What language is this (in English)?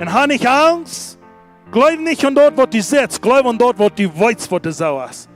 Plautdietsch